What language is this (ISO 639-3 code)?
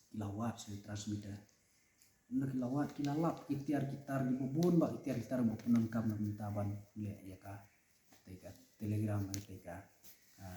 kha